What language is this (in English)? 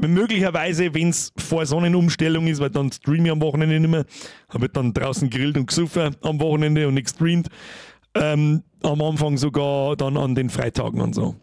Bavarian